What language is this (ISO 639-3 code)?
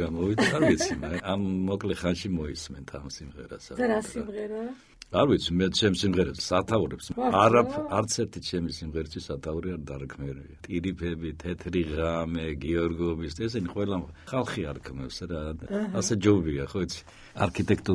kat